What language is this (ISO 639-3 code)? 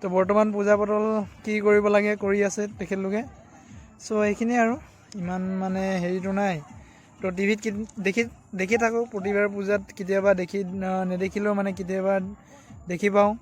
asm